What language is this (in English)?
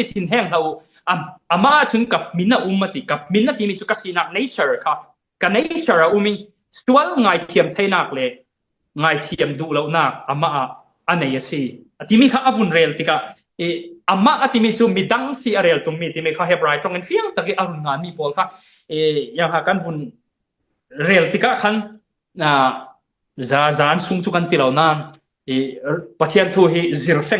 Falam Chin